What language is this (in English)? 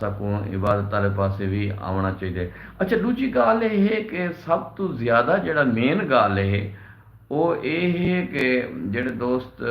Saraiki